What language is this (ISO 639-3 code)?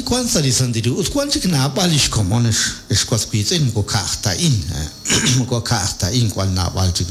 kek